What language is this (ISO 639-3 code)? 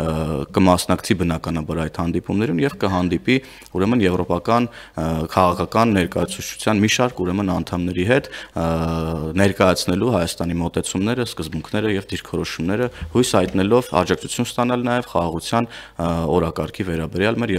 hye